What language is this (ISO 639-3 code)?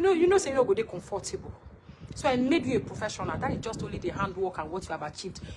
pcm